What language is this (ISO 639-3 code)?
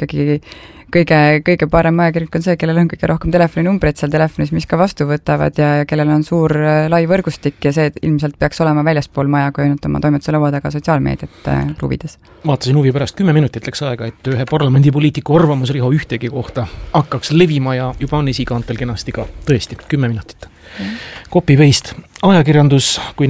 est